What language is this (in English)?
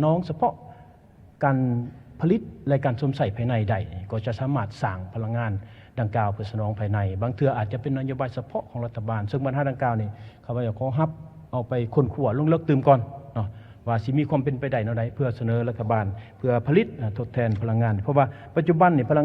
Lao